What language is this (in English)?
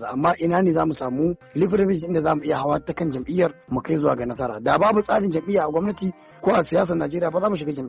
Hausa